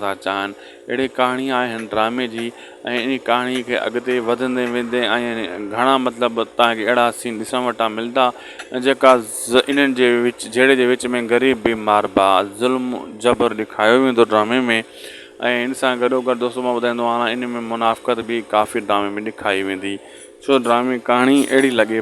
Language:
Sindhi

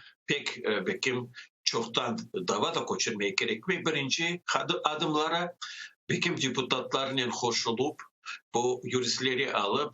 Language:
Crimean Tatar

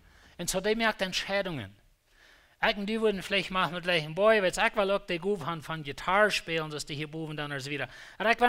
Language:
Plautdietsch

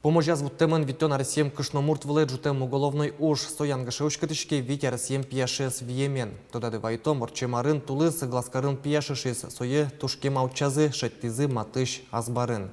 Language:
Udmurt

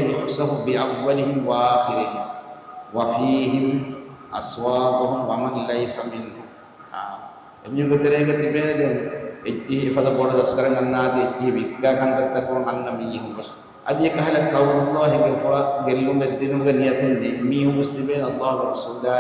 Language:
Divehi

